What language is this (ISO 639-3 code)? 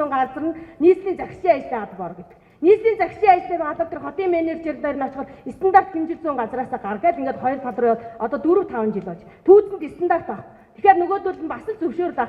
mon